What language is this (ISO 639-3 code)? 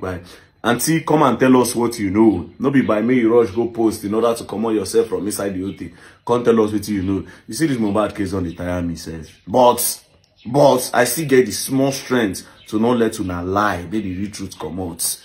pcm